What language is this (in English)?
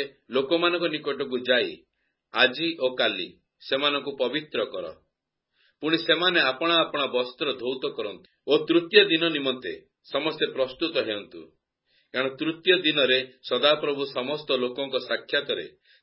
Odia